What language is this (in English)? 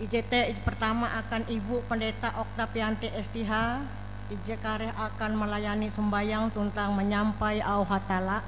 Ngaju